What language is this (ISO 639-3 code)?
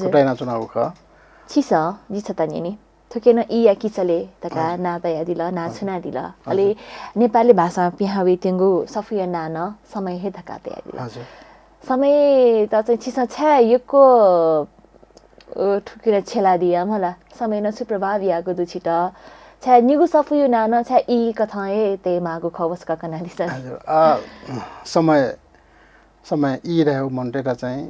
new